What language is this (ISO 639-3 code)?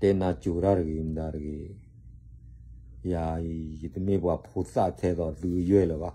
ksw